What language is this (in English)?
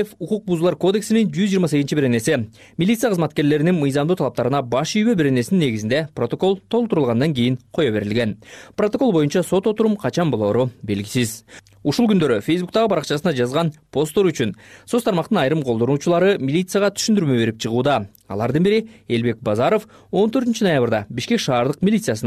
Kyrgyz